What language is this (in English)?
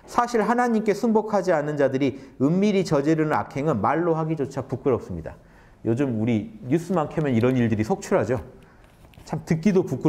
Korean